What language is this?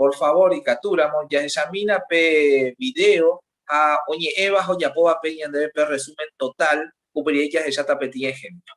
Guarani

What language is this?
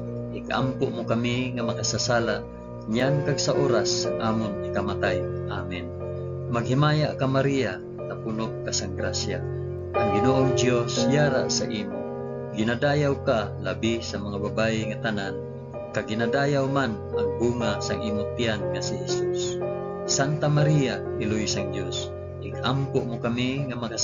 Hiligaynon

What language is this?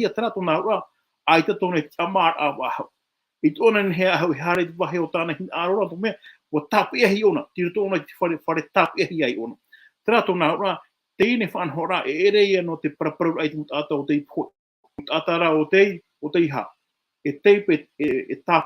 Tahitian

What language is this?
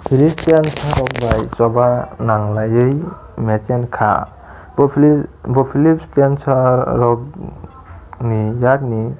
Kok Borok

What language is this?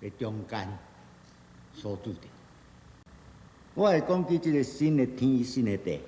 Min Nan Chinese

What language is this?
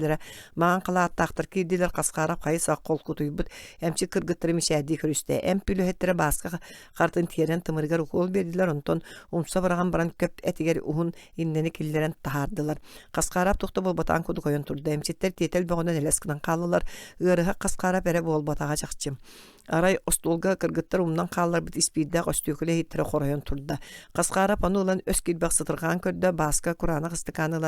Yakut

